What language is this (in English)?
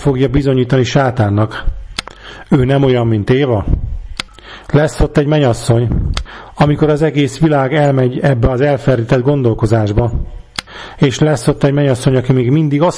Hungarian